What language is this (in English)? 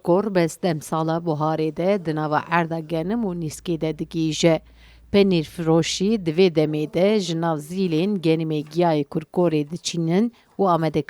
Kurdish